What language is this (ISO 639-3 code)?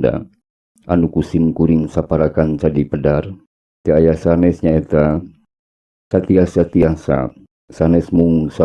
sun